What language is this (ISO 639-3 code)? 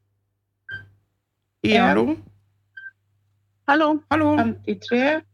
nor